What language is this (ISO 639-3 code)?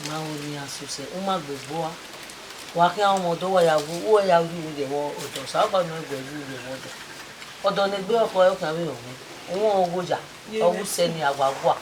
bin